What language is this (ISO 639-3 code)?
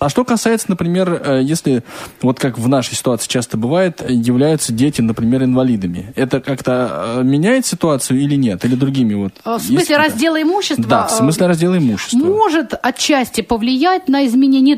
rus